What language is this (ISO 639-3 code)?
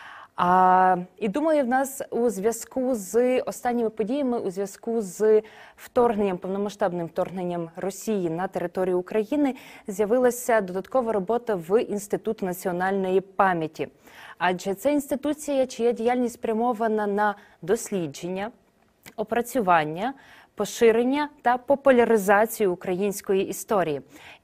ukr